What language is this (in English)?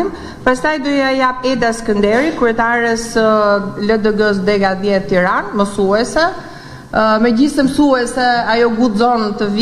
Albanian